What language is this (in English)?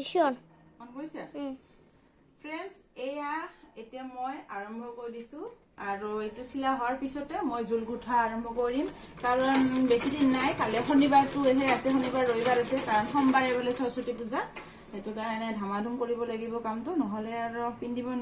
Assamese